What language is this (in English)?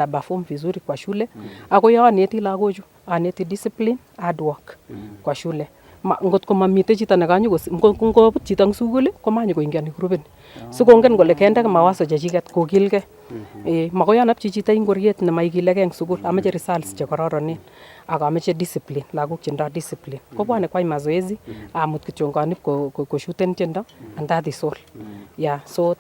Nandi